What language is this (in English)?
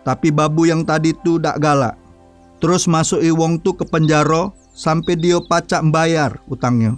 Musi